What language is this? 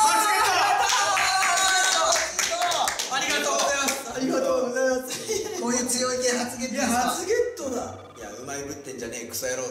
Japanese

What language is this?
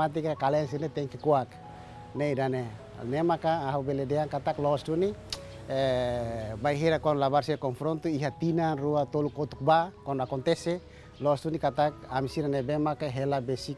Tetum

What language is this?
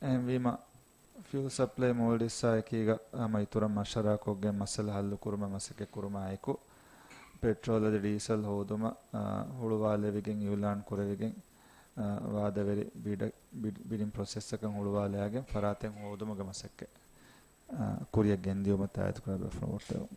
Divehi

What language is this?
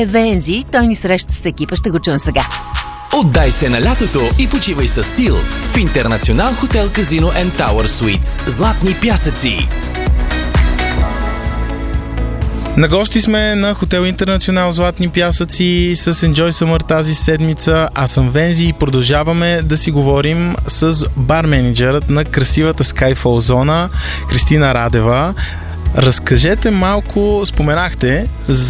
Bulgarian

